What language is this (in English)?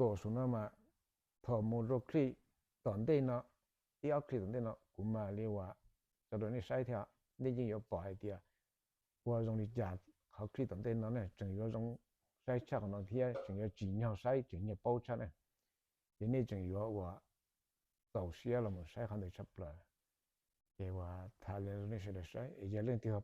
Hmong